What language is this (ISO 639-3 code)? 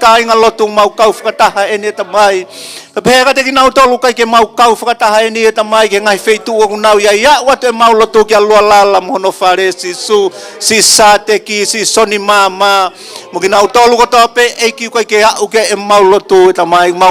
ton